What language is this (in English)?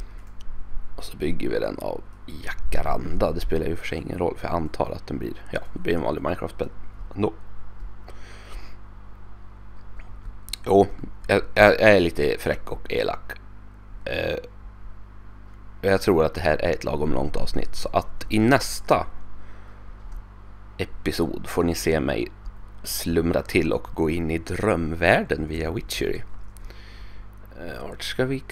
Swedish